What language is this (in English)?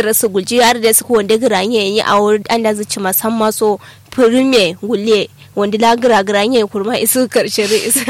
Kanuri